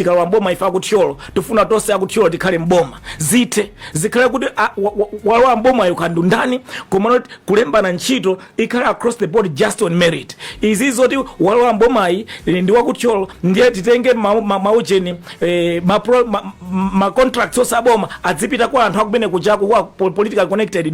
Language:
Nyanja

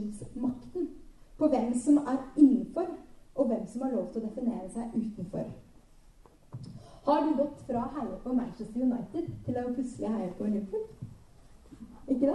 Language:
Norwegian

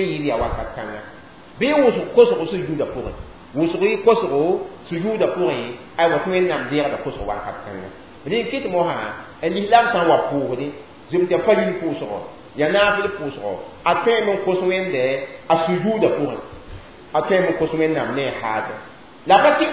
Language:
Mossi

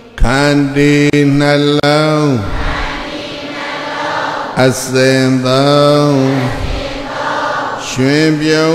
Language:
Burmese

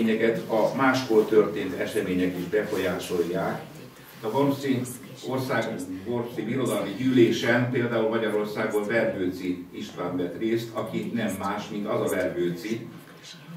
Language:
Hungarian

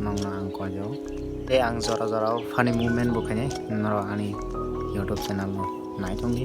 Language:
Kok Borok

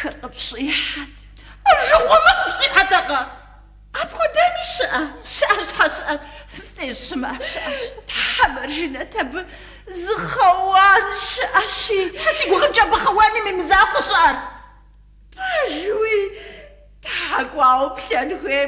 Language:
Kabardian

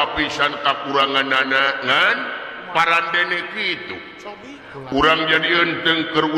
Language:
Sundanese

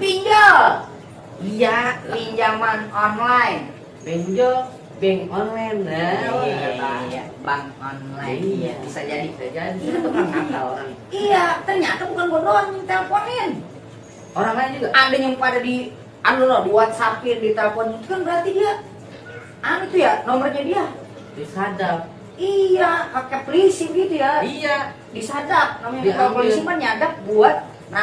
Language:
Betawi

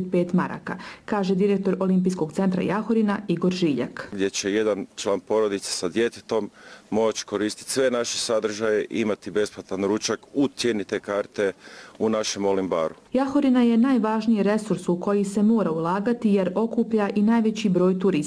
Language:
Bosnian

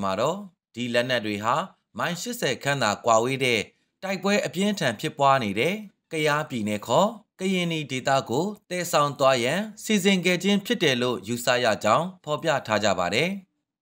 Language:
Burmese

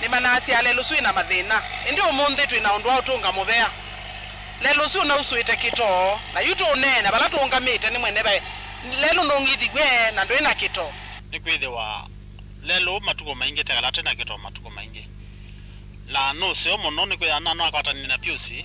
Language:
Kamba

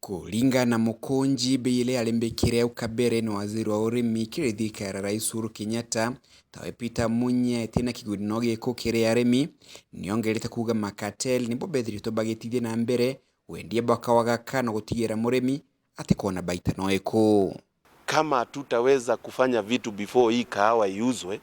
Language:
Meru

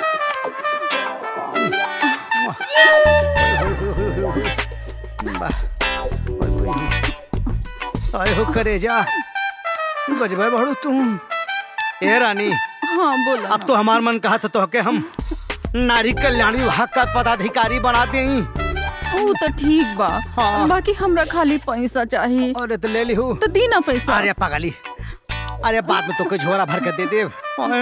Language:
Bhojpuri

